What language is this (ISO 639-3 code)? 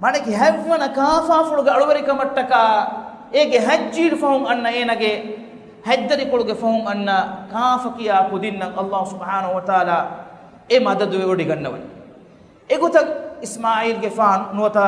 div